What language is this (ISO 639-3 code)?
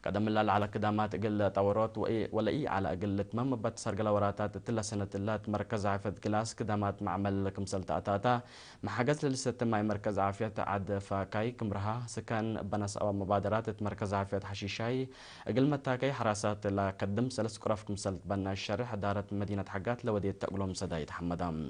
tig